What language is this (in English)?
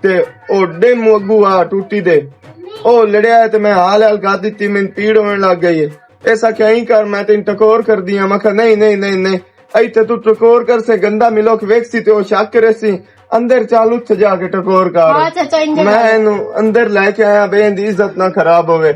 Western Panjabi